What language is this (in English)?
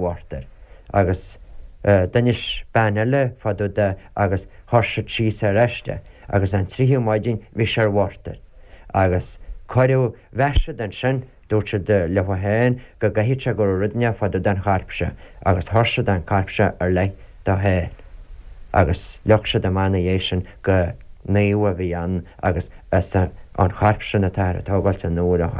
Irish